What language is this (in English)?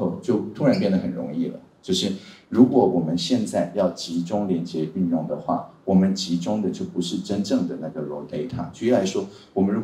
Chinese